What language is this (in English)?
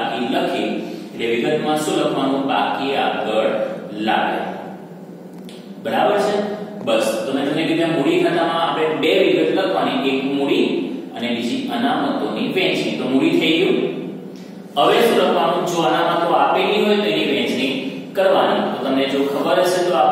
Gujarati